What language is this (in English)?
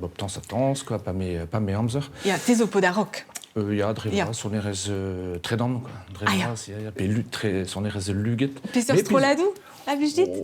Breton